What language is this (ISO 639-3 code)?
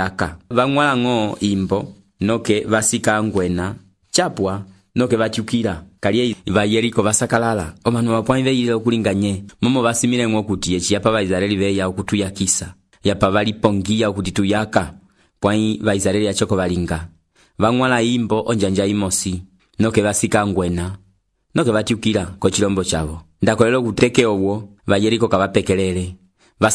umb